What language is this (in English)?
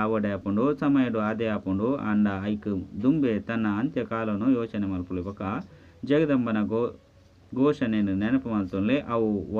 Tulu